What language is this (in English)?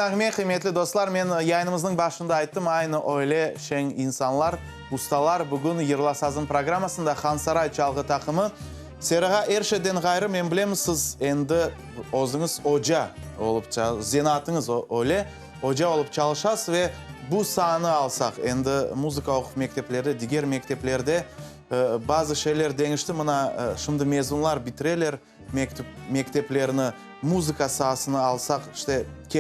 Crimean Tatar